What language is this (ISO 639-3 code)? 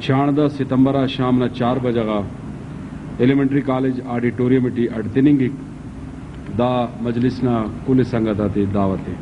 brh